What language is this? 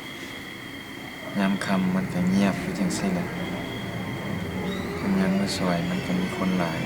Lao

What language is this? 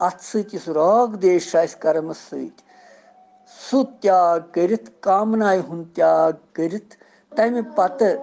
Kashmiri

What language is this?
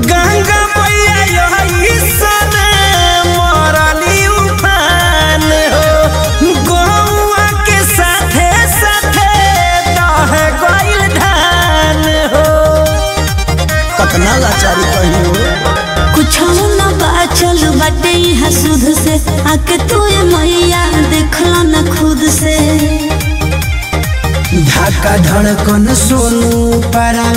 Bhojpuri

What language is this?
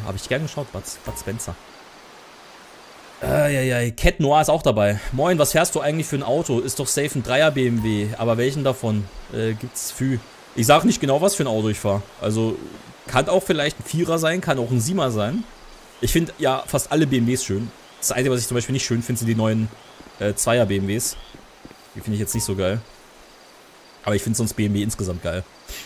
German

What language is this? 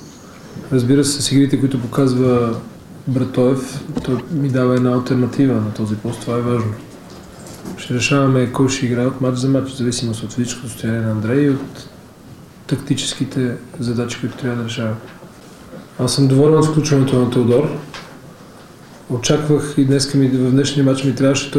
Bulgarian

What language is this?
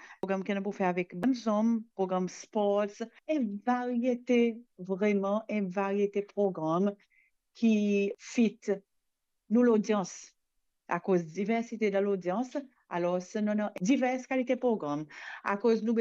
Morisyen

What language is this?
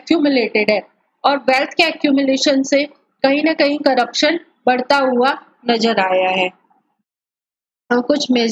Hindi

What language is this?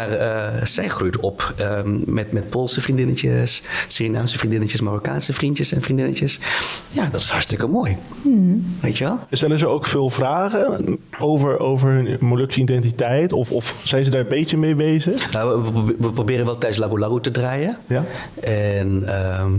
Dutch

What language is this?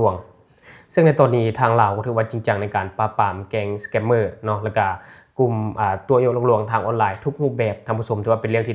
Lao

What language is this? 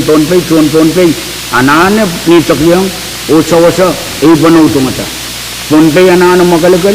Pohnpeian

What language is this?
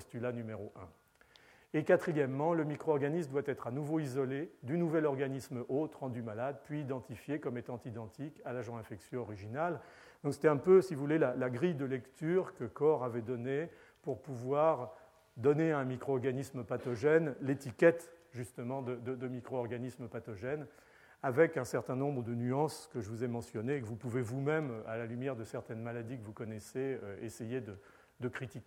French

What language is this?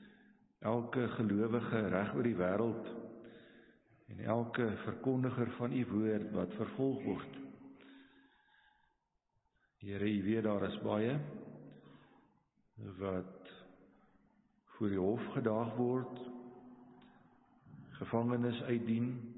Afrikaans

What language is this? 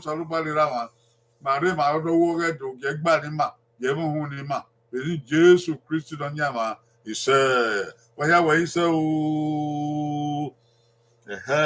Bini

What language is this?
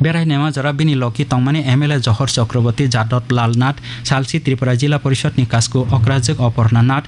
Kok Borok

